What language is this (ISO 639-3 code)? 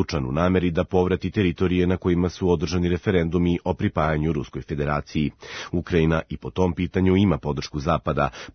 srp